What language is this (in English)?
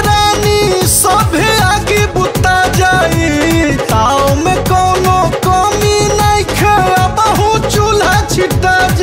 Bhojpuri